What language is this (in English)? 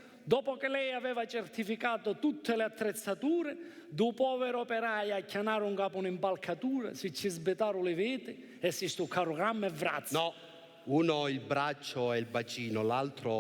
Sicilian